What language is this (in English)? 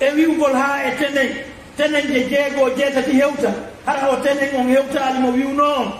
Fula